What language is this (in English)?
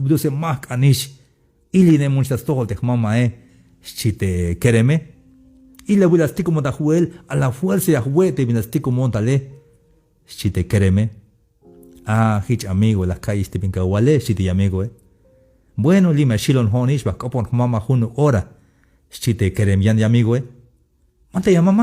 Tzeltal